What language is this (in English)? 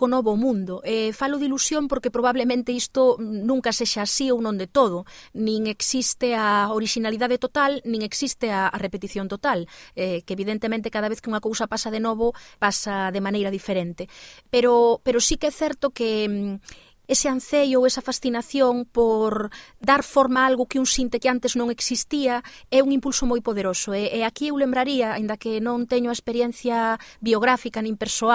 Galician